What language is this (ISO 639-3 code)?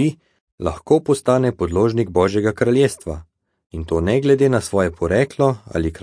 slv